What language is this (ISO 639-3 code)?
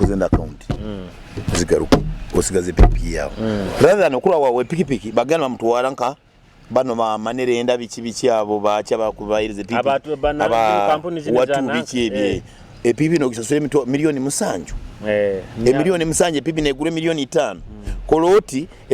nyo